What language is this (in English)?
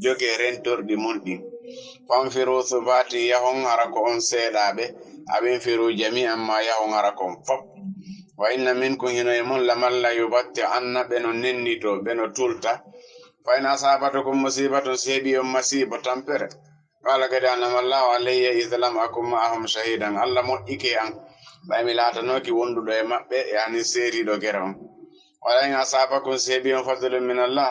Fula